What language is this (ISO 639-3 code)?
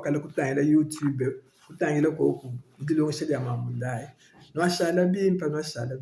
lua